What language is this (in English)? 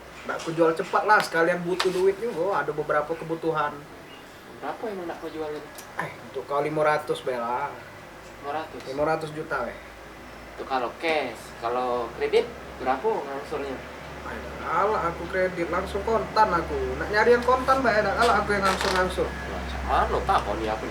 Musi